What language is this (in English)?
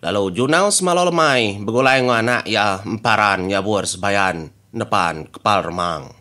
Iban